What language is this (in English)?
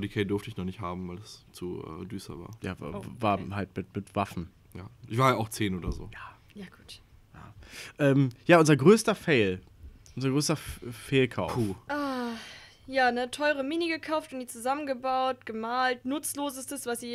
German